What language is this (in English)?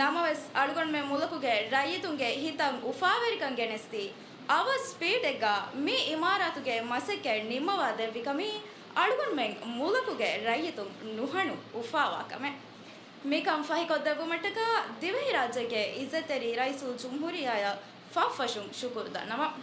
Divehi